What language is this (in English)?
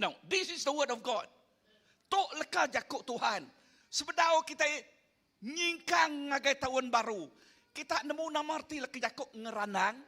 Iban